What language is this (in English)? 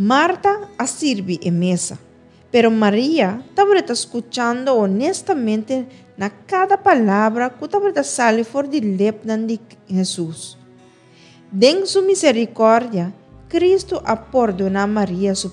Papiamento